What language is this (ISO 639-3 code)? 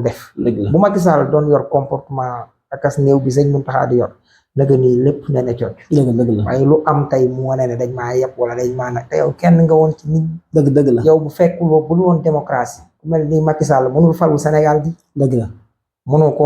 wol